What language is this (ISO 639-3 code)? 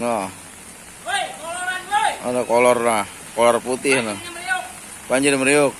bew